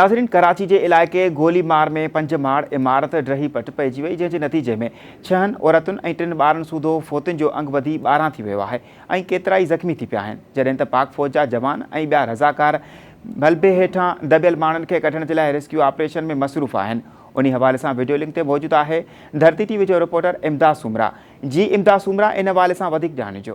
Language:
Sindhi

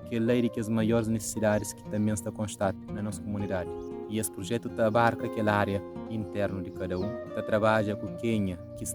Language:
Kabuverdianu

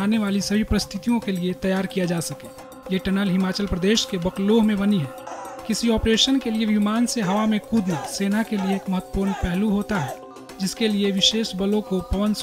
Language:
Hindi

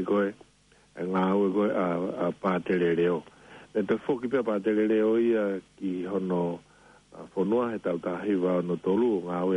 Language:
Tongan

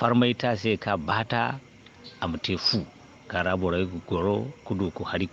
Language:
Zarma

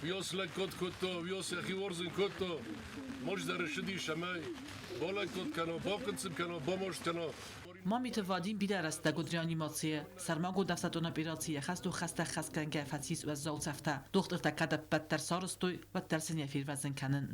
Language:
Ossetic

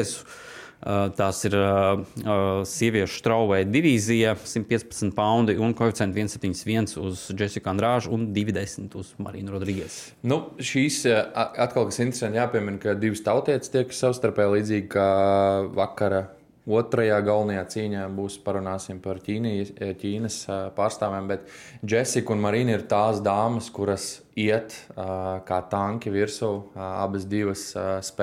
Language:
Latvian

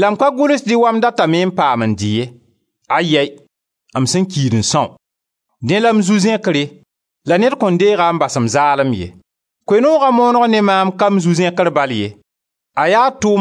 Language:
Mossi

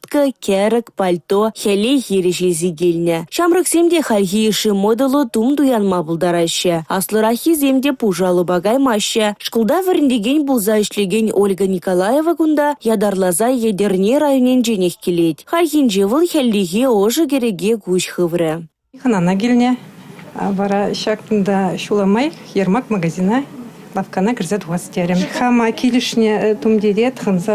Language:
Chuvash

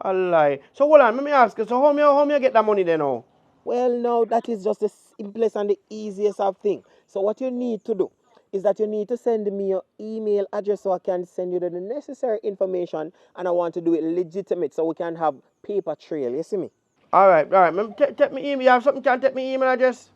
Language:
Jamaican Creole English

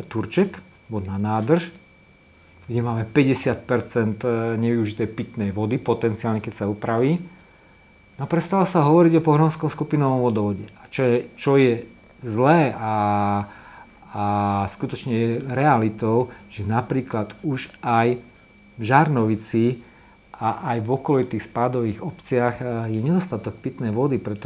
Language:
Slovak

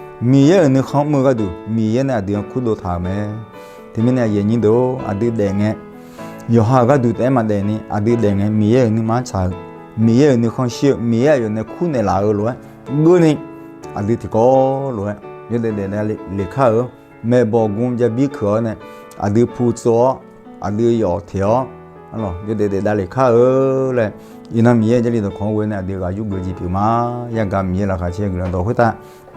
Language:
Akha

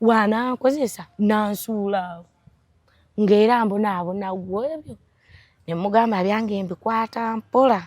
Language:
Ganda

